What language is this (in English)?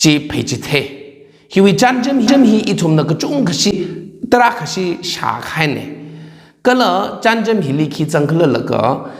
Tangkhul Naga (India)